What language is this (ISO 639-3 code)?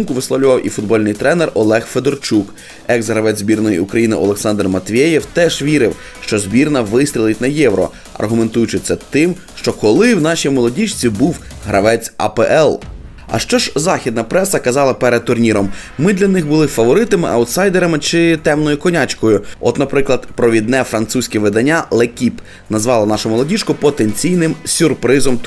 ukr